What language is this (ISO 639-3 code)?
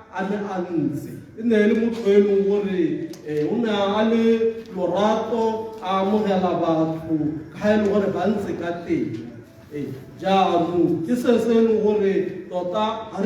tsn